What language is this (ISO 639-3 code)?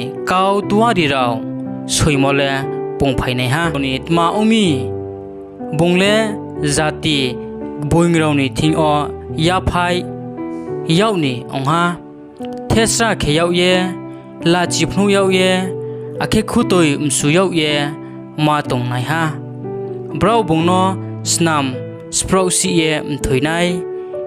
ria